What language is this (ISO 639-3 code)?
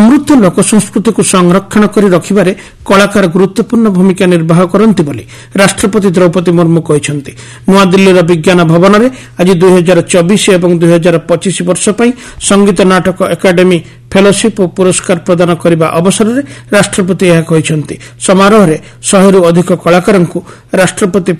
ori